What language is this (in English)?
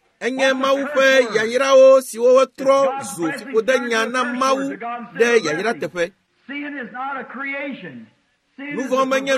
Ewe